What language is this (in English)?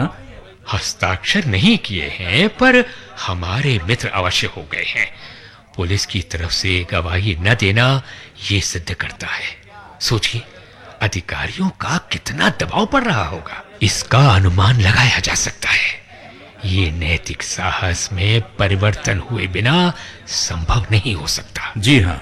Hindi